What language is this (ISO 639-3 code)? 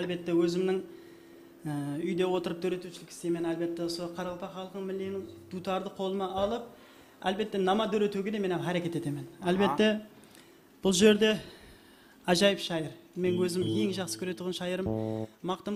kaa